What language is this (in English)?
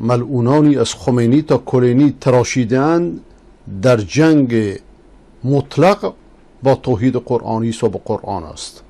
Persian